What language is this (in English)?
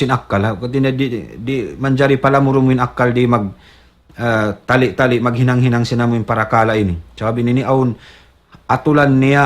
Tausug